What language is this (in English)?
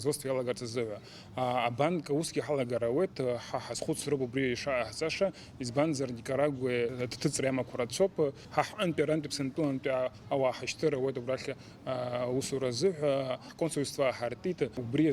Abkhazian